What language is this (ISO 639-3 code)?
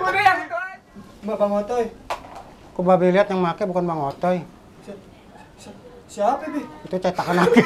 bew